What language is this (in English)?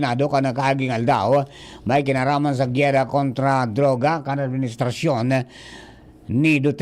Bikol